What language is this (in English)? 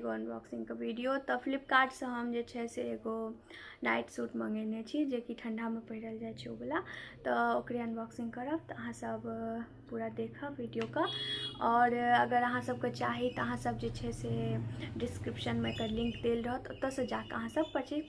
Maithili